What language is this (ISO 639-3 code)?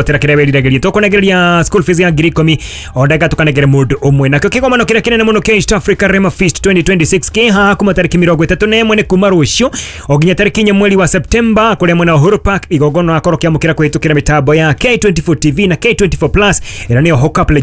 kik